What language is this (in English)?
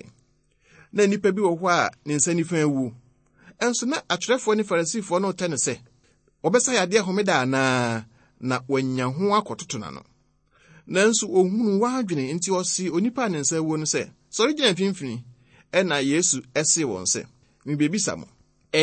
Akan